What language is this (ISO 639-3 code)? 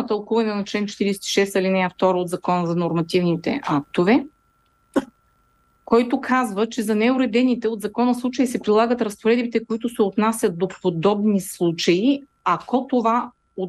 bul